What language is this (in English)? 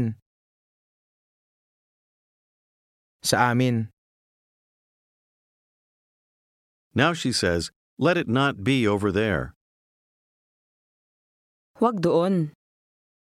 Filipino